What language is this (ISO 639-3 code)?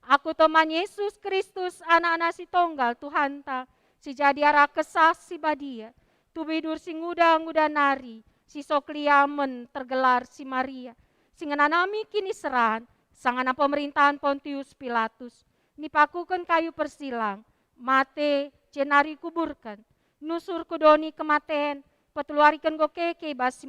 btx